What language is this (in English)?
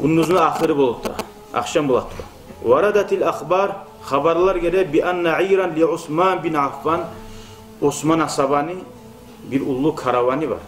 Kumyk